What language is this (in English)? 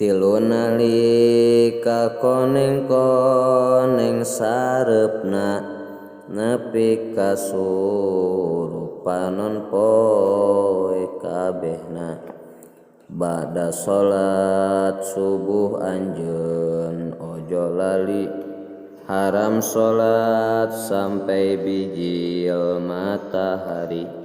Sundanese